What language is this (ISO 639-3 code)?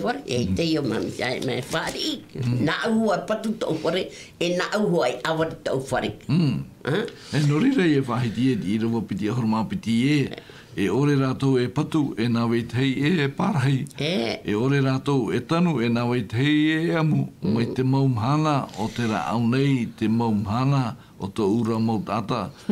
tah